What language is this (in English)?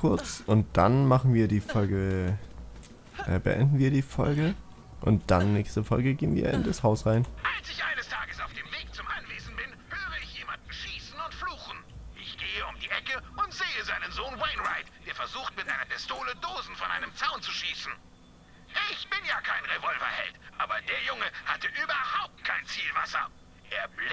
German